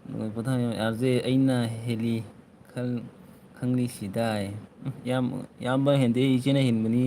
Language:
Manipuri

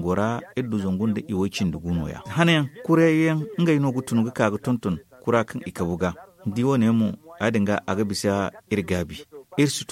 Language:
Zarma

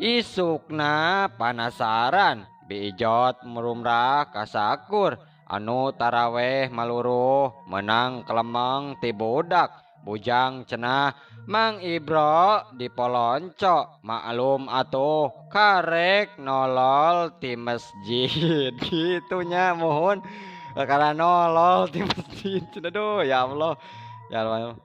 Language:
Sundanese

